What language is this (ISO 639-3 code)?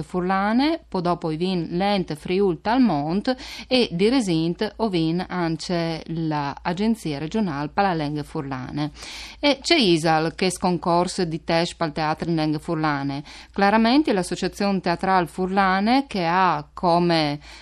fur